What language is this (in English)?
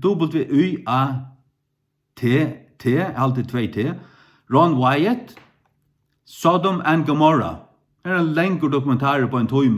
Faroese